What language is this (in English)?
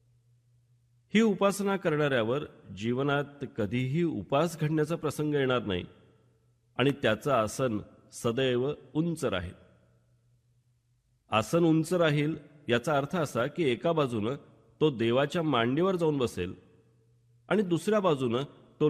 Marathi